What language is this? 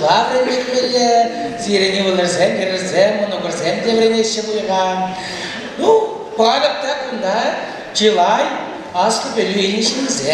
Chuvash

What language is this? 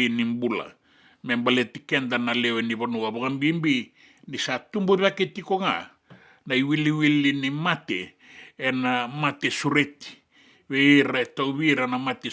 Fijian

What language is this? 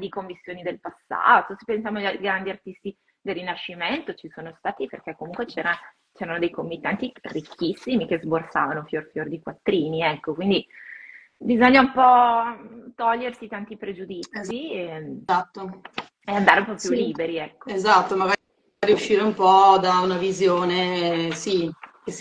Italian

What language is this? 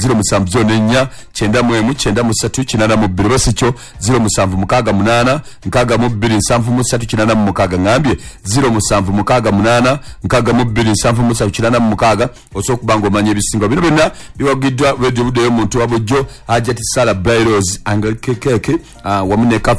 Ganda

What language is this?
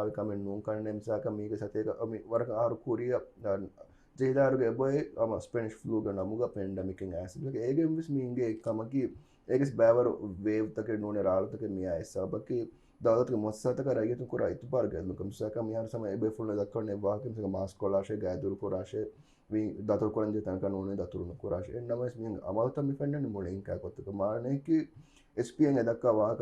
Divehi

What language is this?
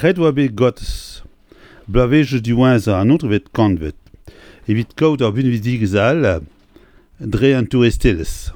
Breton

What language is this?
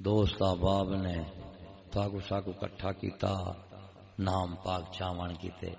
Saraiki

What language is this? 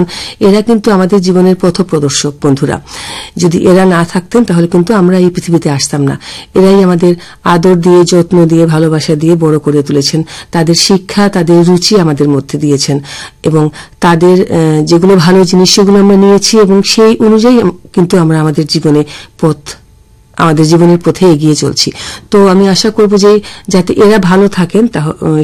Bangla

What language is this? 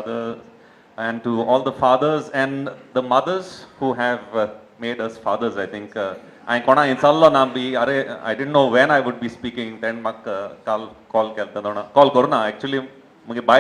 Konkani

